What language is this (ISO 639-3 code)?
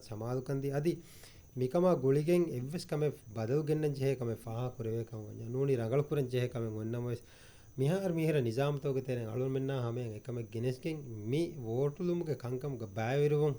div